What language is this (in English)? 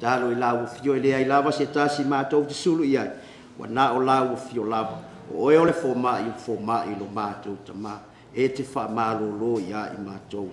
Samoan